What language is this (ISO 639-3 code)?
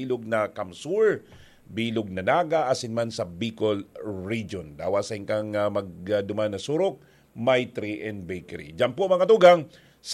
bik